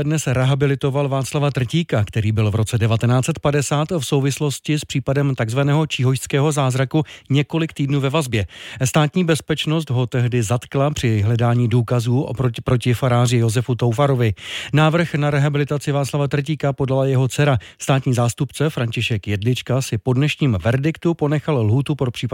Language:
Czech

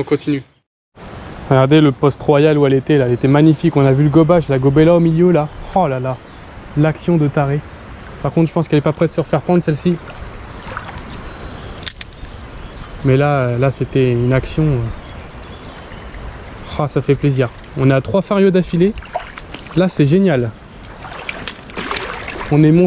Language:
French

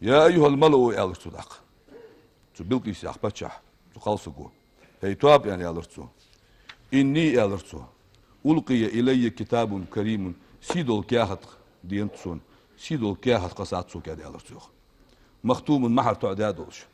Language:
Ingush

